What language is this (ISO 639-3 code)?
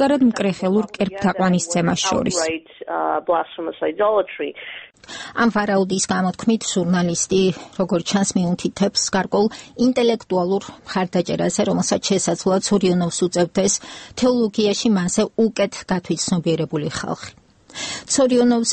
kat